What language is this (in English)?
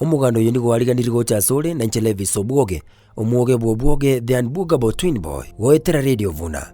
Gusii